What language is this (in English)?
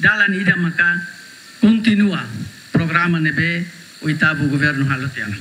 Tetum